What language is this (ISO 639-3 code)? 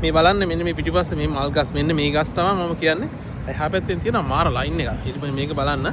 sin